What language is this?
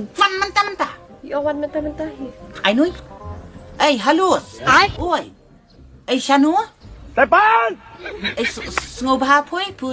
Khasi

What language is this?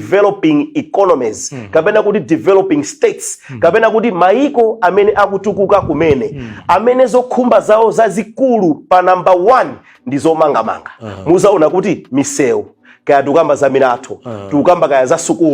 Nyanja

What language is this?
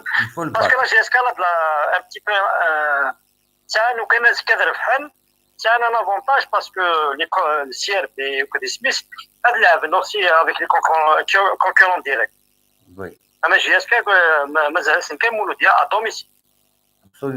Kabyle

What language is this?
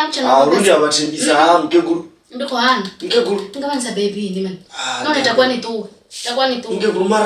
Venda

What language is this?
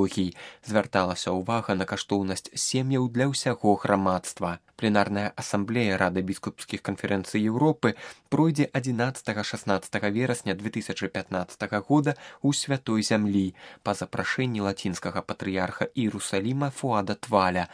Belarusian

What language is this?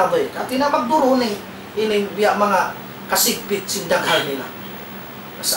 Tausug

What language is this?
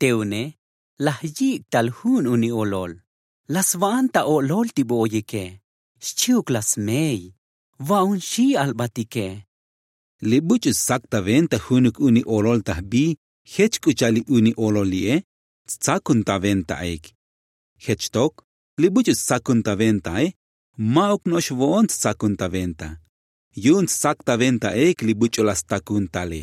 Tzotzil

